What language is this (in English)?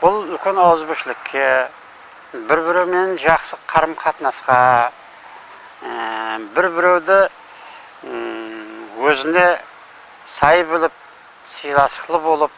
Kara-Kalpak